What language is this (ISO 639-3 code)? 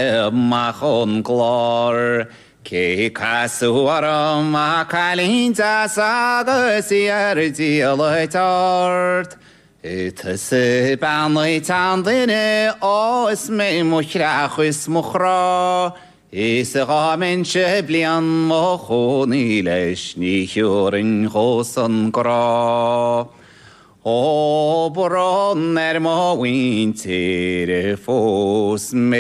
gle